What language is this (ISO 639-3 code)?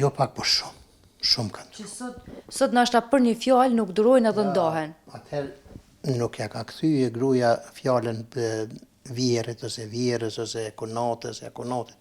sqi